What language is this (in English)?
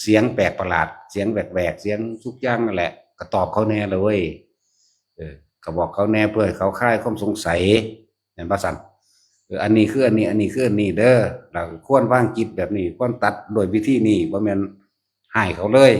Northeastern Thai